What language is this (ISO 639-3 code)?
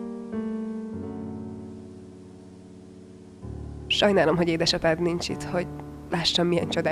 hun